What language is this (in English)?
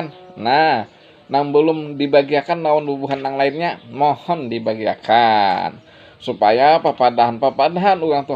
Banjar